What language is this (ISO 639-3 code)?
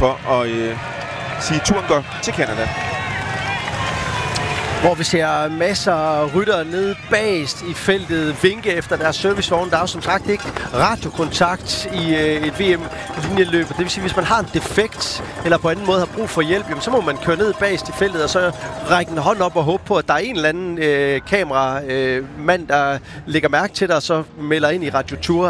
dan